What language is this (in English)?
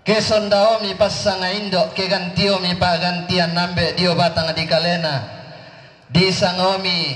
Toraja-Sa'dan